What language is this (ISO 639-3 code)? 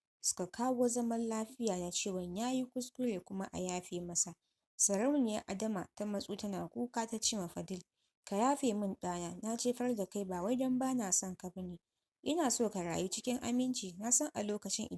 hau